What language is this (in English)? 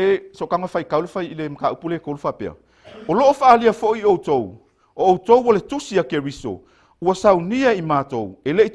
Samoan